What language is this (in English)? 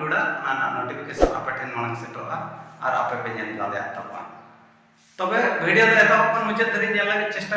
Santali